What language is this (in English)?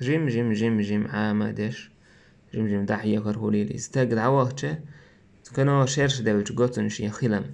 Chechen